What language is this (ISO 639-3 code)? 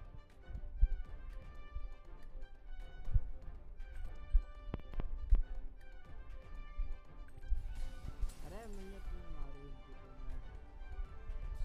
hin